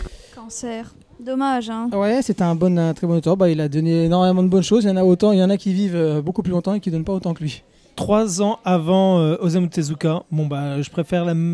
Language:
French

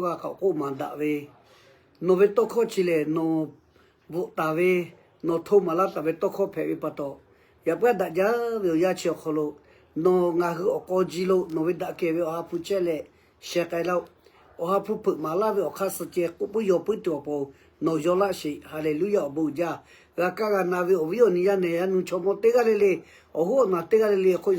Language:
Lahu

